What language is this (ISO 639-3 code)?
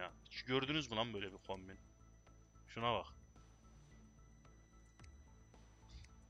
tur